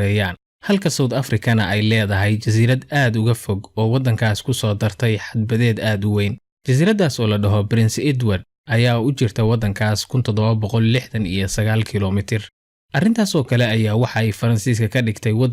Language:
Somali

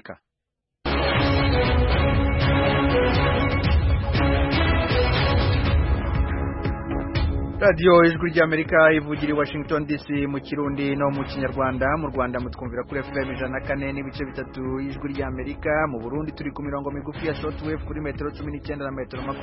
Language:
Kinyarwanda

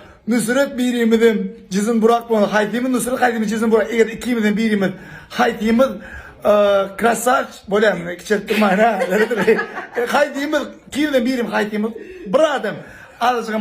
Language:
Turkmen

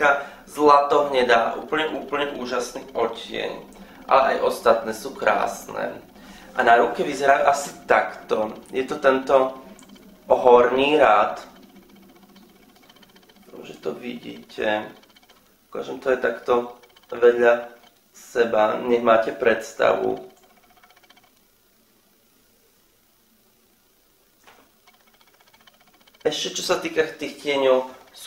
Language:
Slovak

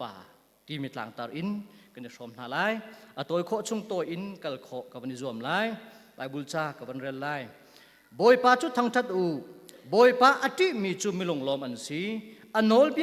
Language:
Hakha Chin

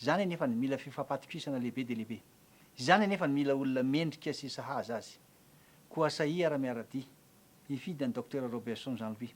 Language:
Malagasy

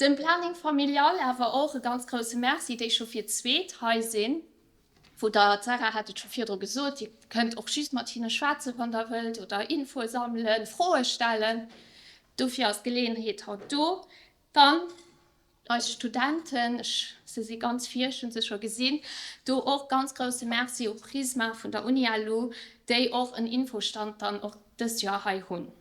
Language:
Luxembourgish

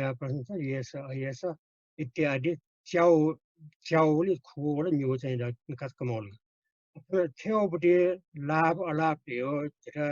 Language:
Newari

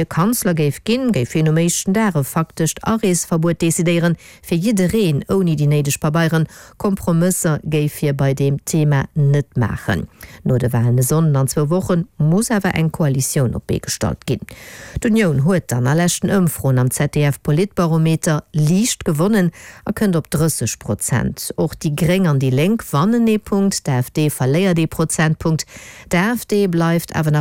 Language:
Luxembourgish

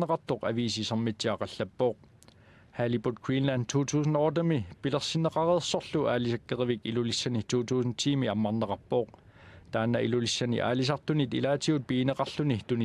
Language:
Kalaallisut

